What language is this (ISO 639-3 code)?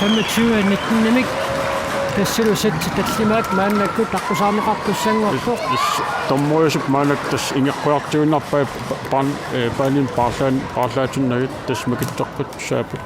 kal